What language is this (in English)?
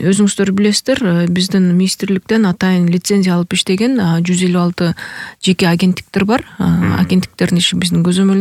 Kyrgyz